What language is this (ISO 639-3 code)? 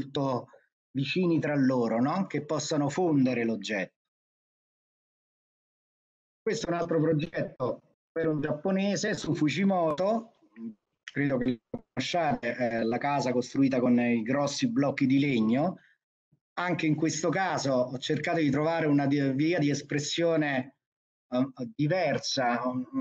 ita